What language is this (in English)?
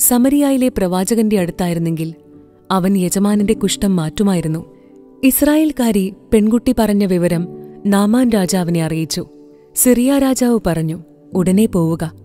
Malayalam